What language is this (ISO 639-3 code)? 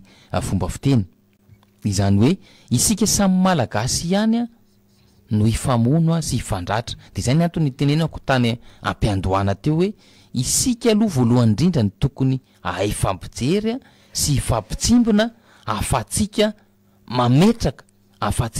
mlg